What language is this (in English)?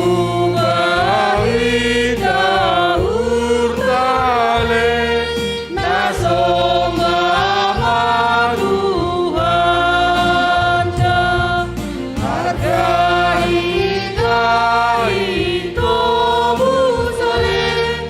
Batak Simalungun